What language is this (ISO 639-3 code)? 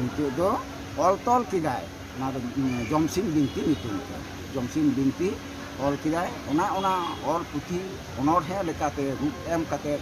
sat